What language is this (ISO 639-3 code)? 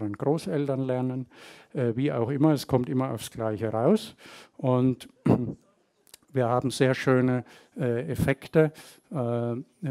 deu